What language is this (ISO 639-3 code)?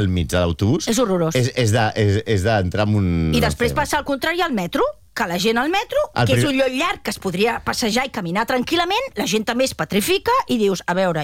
cat